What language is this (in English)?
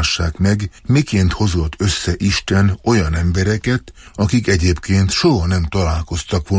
Hungarian